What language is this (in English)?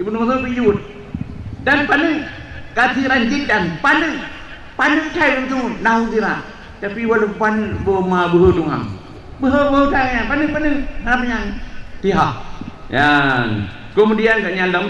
Achinese